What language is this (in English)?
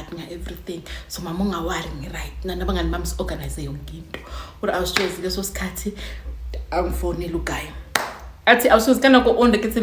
Zulu